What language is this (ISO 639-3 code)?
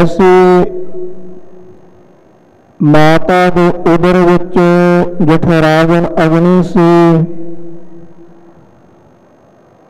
pan